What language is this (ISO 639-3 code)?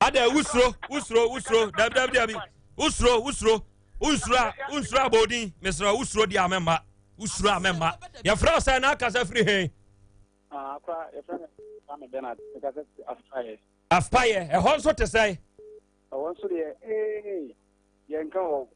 aka